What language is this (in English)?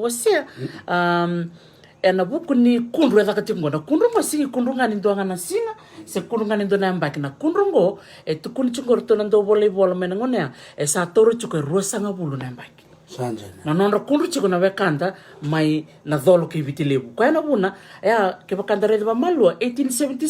Fijian